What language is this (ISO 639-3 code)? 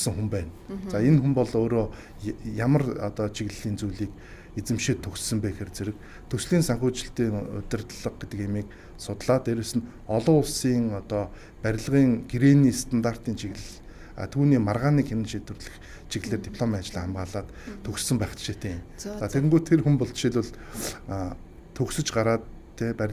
mon